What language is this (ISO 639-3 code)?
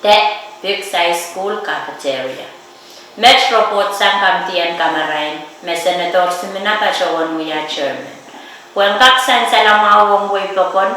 pon